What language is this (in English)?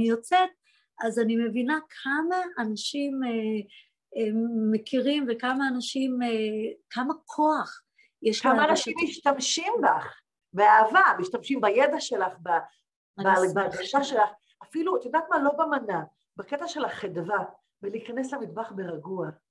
Hebrew